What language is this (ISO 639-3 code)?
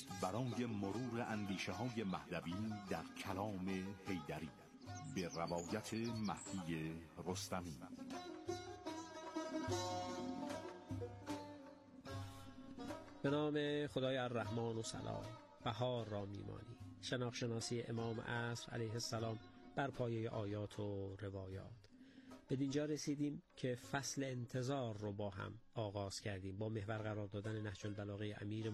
fas